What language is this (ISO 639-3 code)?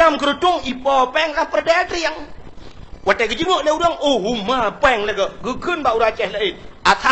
ace